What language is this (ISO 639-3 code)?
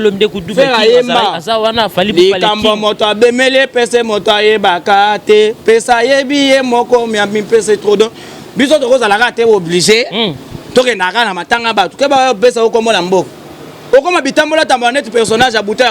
lin